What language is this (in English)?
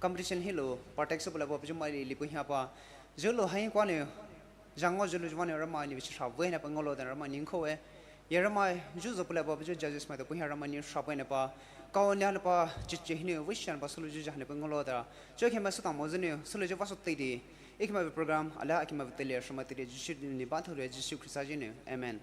Poumei Naga